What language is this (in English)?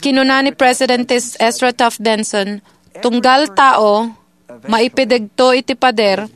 Iloko